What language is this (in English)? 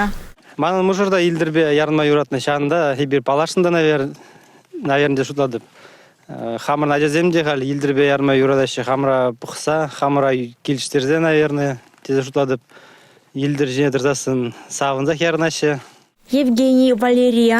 Chuvash